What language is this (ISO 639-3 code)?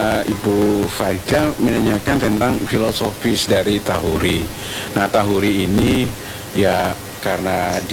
ind